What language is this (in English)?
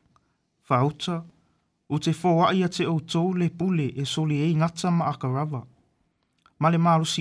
Samoan